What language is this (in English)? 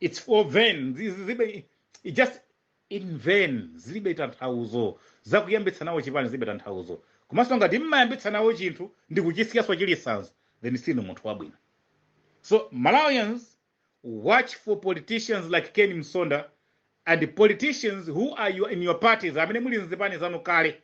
Nyanja